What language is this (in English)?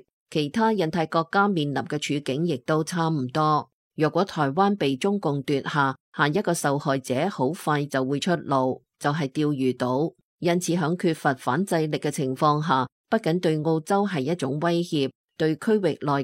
Cantonese